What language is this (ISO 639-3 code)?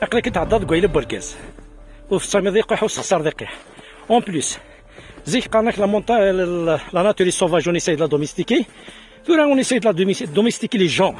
kab